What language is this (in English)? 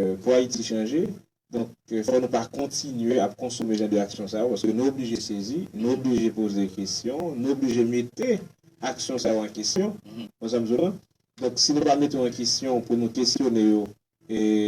Haitian Creole